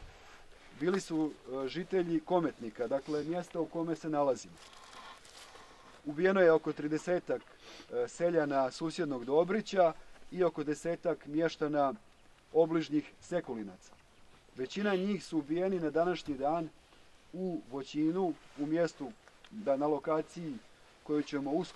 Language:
Croatian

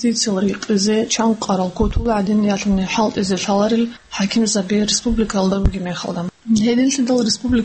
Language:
Avaric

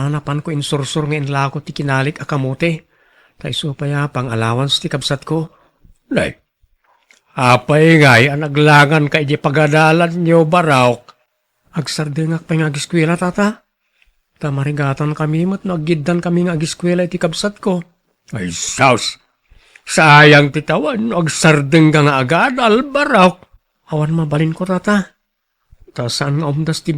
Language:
Iloko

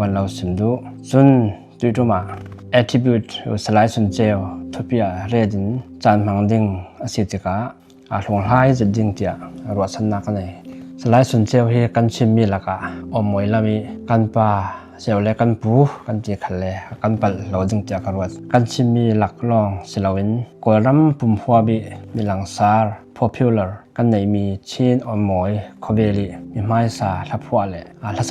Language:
Falam Chin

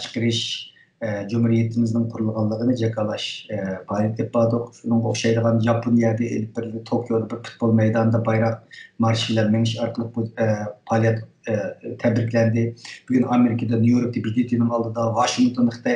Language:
Uyghur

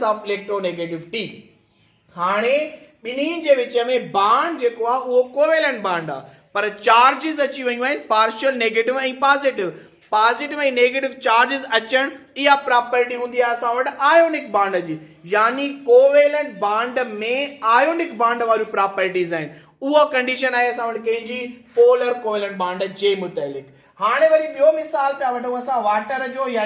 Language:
Sindhi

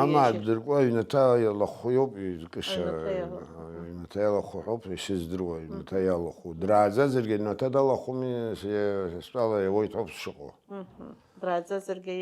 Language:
Abkhazian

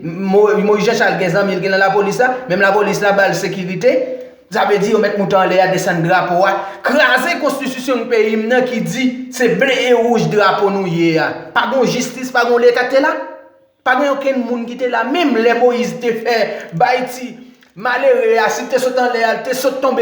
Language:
Haitian Creole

